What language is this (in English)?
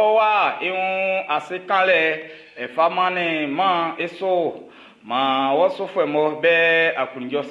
Baoulé